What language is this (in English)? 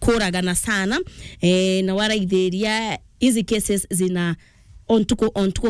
Meru